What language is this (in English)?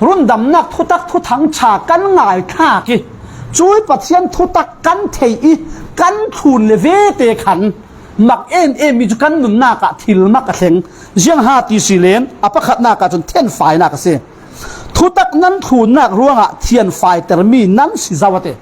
Falam Chin